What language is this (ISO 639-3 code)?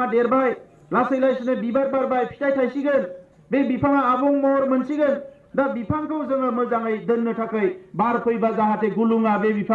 brx